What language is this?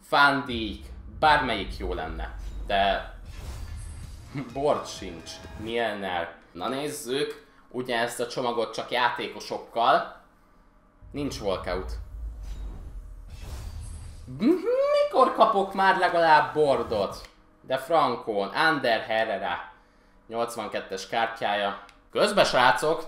Hungarian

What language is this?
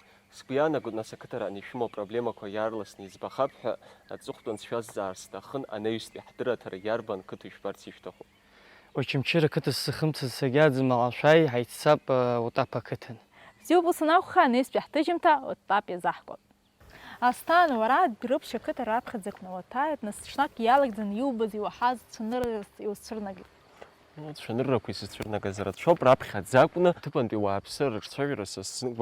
Abkhazian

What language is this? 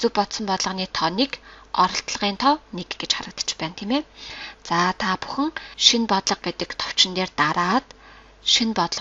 Mongolian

